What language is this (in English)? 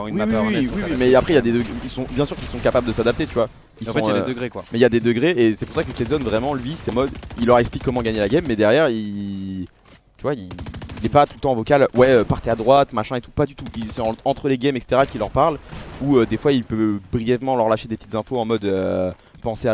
French